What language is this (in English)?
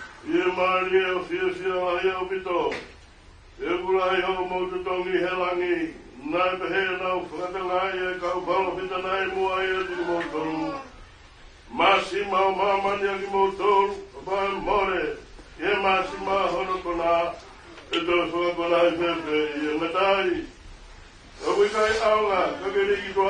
Tongan